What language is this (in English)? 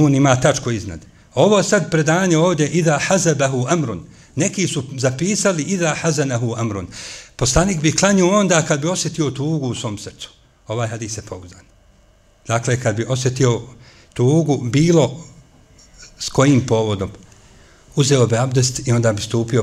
Bosnian